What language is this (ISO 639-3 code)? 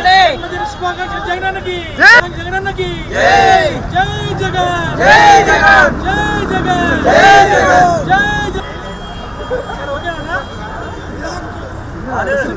tel